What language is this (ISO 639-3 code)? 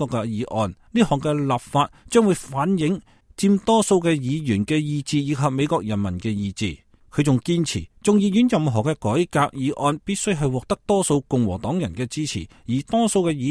yue